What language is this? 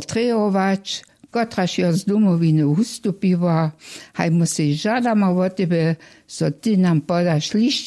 Upper Sorbian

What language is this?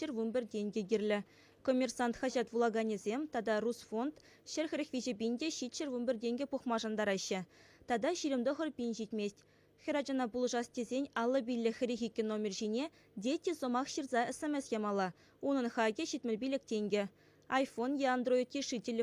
Chuvash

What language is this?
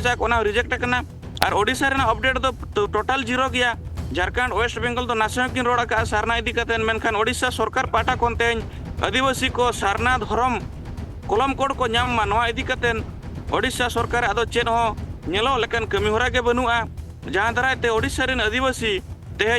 Santali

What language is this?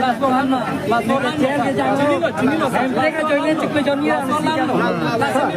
Karbi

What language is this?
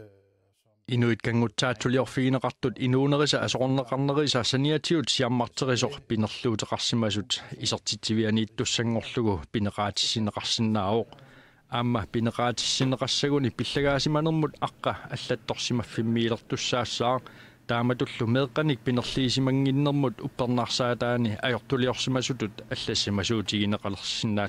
Kalaallisut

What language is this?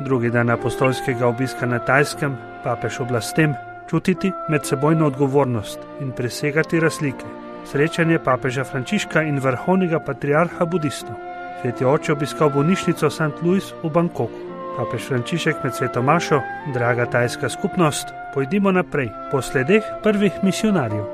Slovenian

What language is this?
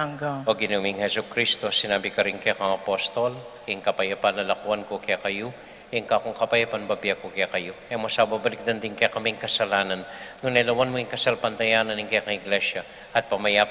Pampanga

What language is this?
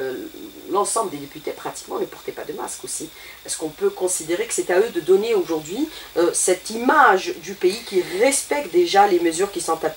French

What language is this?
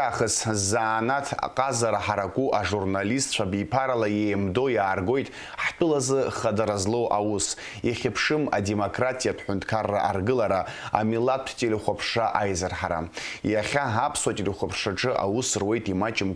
Abkhazian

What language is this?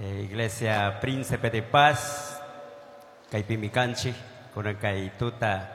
Chimborazo Highland Quichua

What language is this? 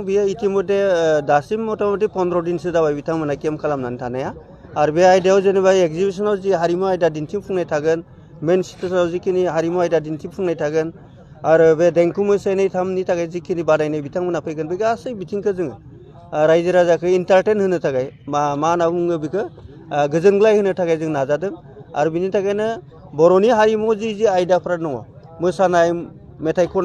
Bodo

